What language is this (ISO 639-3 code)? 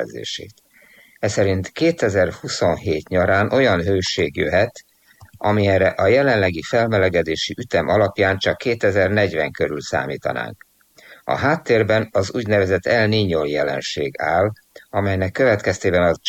hun